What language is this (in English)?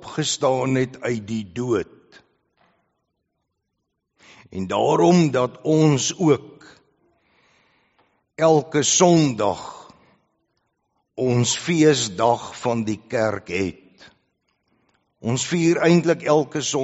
Afrikaans